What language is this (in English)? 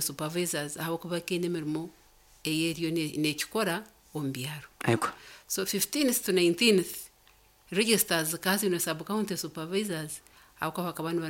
Nyankole